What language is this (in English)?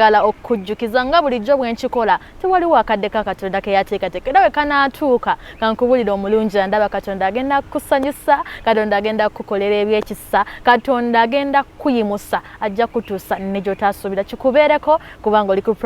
Ganda